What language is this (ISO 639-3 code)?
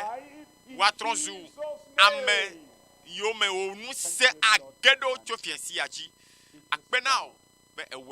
ewe